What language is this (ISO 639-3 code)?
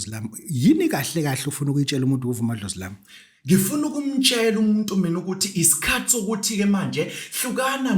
zul